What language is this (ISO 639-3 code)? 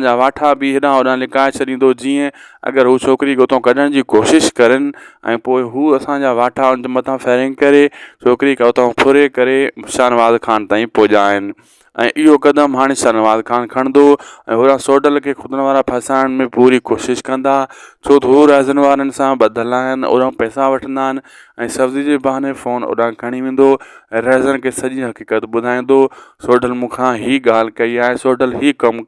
snd